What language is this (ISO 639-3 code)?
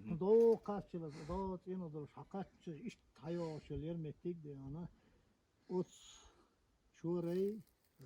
che